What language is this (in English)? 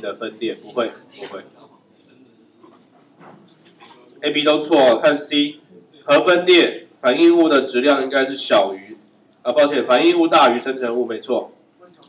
Chinese